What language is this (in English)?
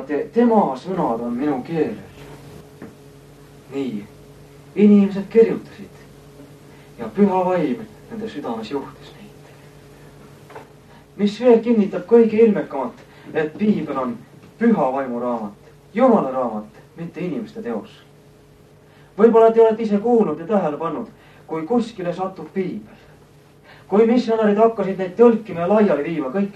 Estonian